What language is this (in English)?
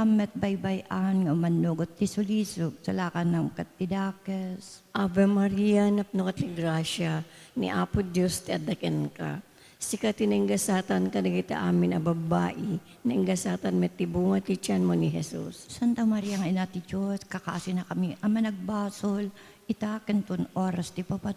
Iloko